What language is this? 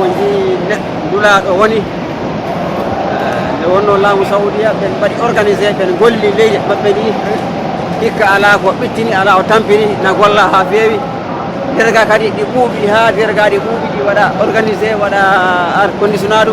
Fula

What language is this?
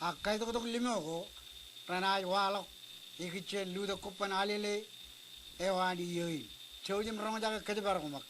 Marshallese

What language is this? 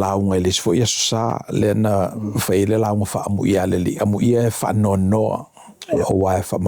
Samoan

